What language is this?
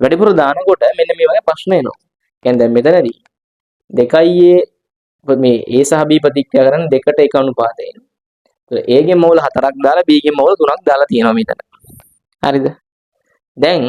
Sinhala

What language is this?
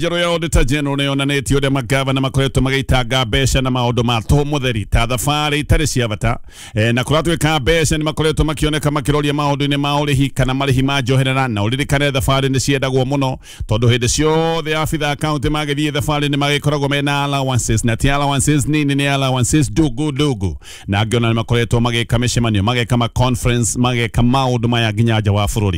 Kikuyu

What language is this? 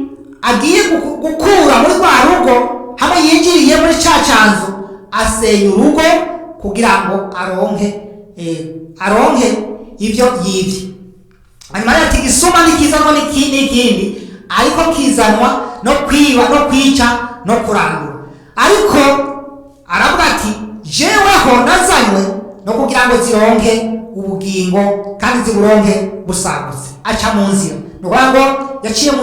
Rundi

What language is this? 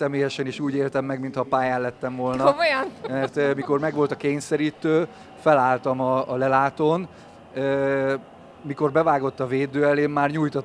Hungarian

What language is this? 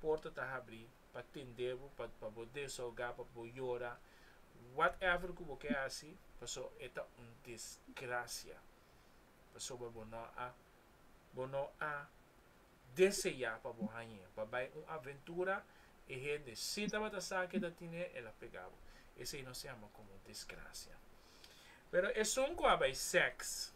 Papiamento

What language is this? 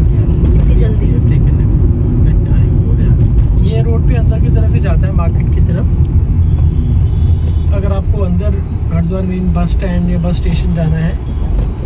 Hindi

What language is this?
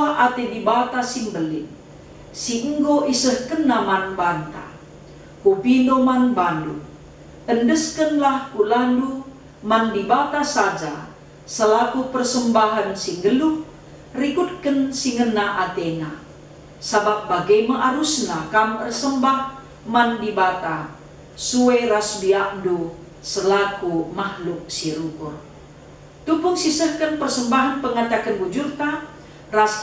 Batak Karo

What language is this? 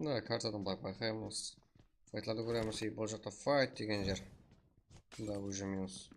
Kara-Kalpak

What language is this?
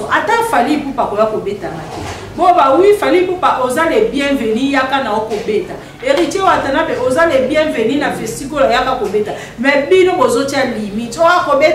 Lingala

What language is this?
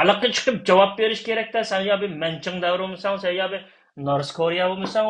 Uyghur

